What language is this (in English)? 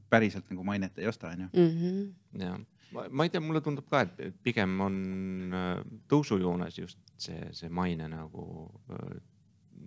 Estonian